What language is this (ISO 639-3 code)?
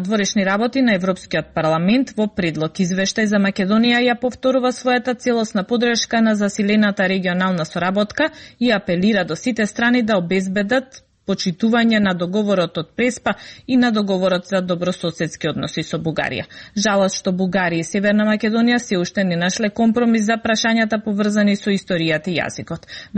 mkd